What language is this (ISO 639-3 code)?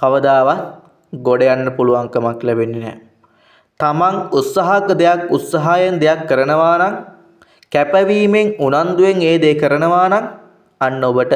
sin